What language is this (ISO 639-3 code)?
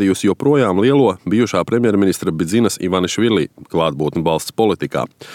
lav